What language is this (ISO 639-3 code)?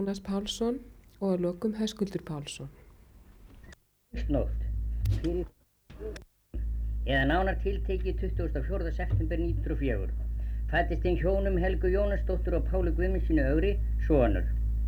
isl